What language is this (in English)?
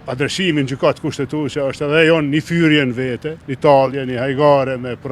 Albanian